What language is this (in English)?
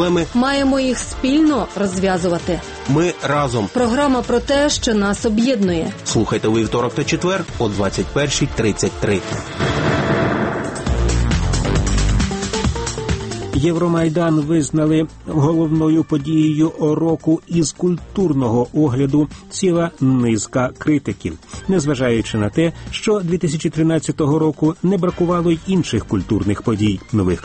Ukrainian